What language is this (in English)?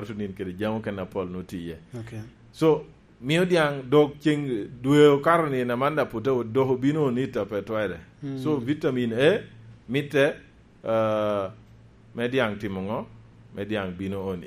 Lango (Uganda)